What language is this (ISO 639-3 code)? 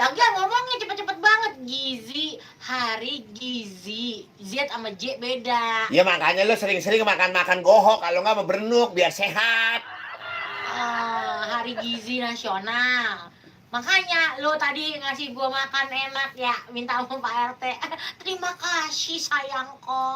bew